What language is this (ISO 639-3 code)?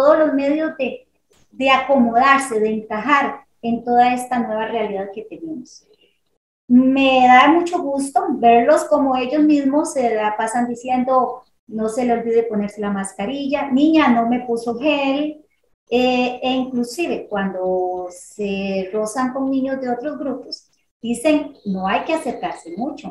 spa